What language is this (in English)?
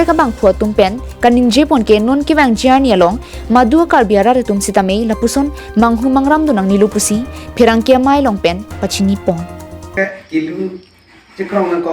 Karbi